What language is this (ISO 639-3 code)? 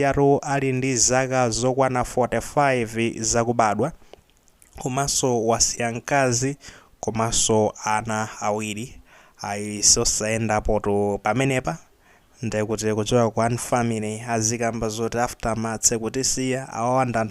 nya